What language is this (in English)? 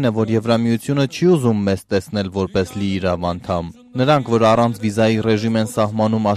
Armenian